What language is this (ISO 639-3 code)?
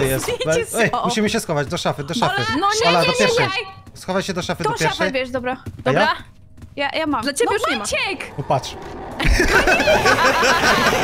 pol